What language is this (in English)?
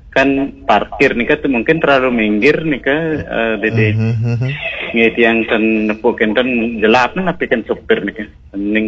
Balinese